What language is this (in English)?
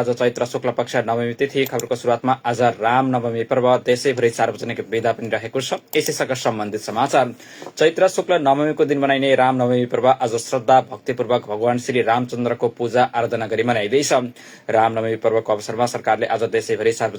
Nepali